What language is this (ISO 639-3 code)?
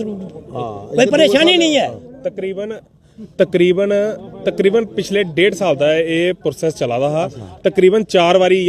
doi